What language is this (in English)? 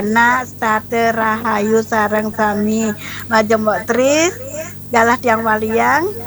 Balinese